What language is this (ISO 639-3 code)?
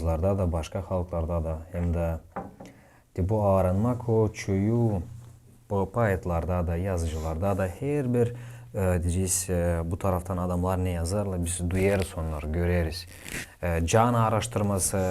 gag